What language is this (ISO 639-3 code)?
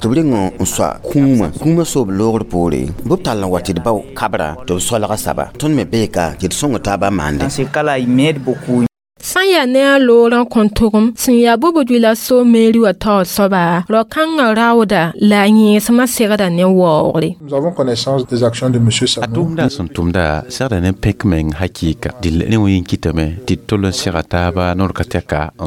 mos